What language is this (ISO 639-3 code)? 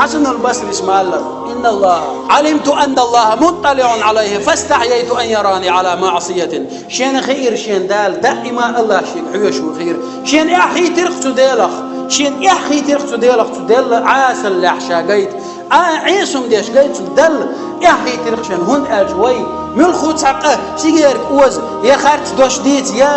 che